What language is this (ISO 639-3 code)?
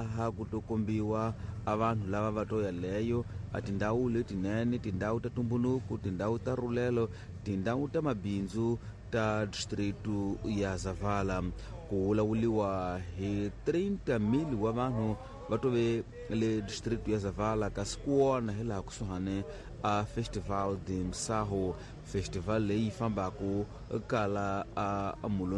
tso